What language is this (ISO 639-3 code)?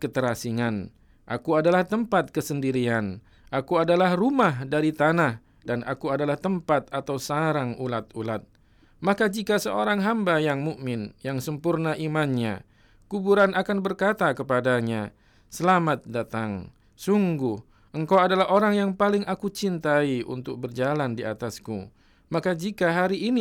ind